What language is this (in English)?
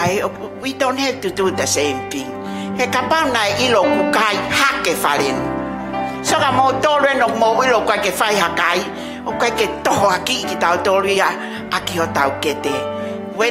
Tongan